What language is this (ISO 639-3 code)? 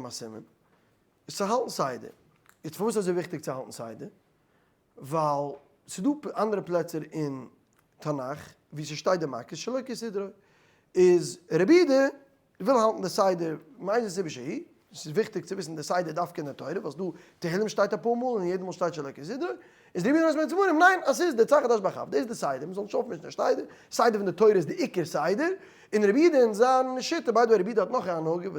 yid